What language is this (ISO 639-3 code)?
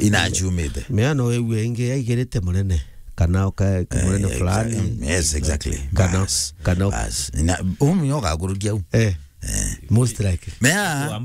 mer